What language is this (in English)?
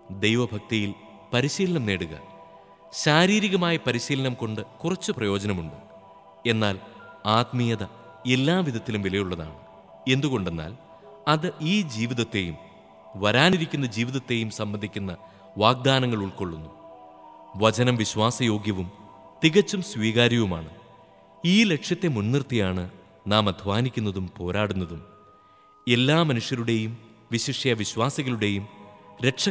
Malayalam